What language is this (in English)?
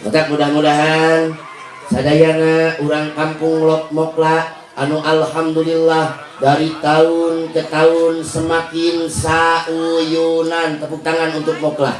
Sundanese